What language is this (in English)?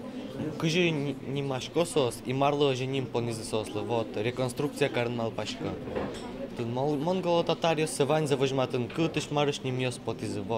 Udmurt